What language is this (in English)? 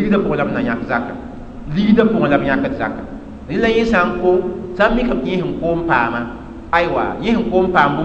Mossi